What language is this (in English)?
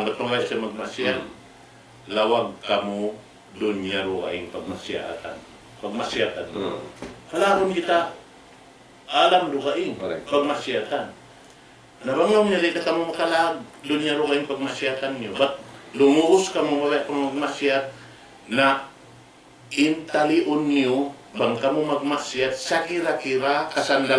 Tausug